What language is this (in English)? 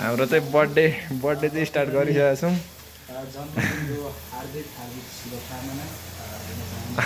Nepali